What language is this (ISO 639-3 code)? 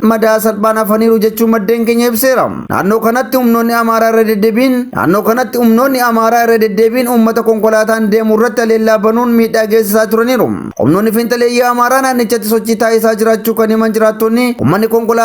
orm